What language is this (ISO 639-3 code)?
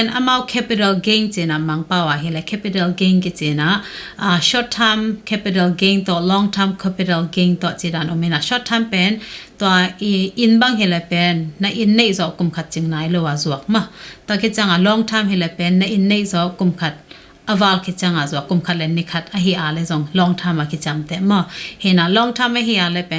ctd